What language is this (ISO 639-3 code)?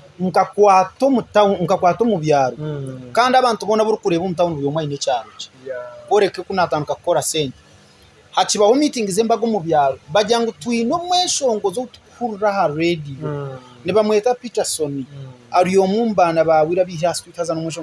nyn